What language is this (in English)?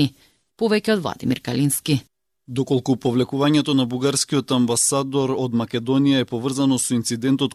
Macedonian